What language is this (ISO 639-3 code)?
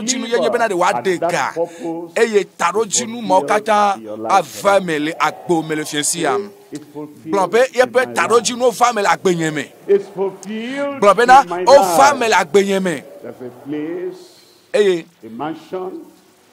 ewe